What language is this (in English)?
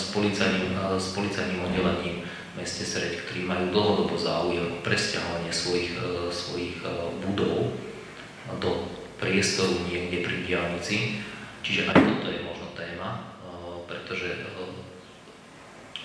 Slovak